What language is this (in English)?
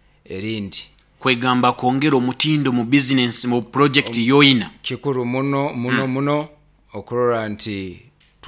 Nyoro